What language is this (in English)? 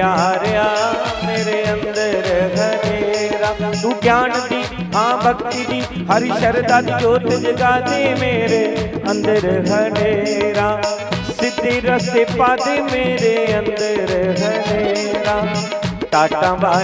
Dogri